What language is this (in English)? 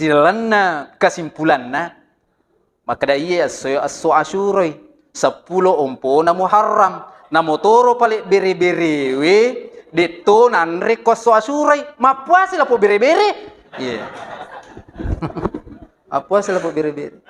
Buginese